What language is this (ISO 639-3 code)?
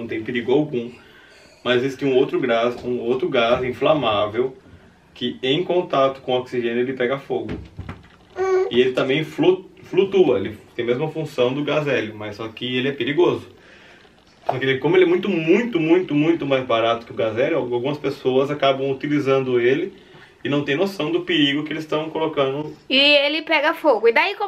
por